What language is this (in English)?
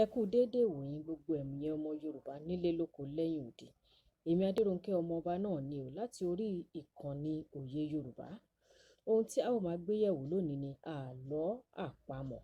Yoruba